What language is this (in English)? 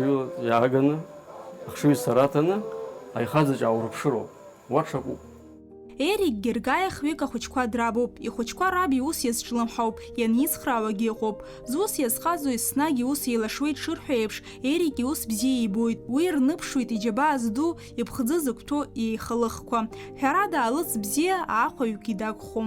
Abkhazian